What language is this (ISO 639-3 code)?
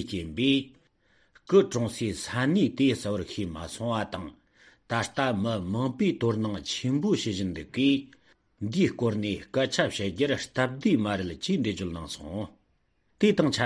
bod